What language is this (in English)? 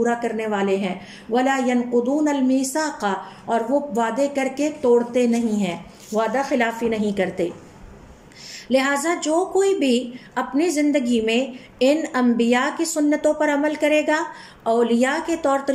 Urdu